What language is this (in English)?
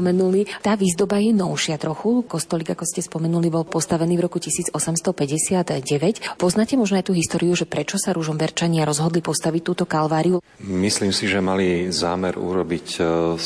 Slovak